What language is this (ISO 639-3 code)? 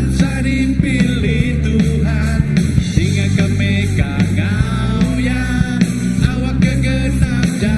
iba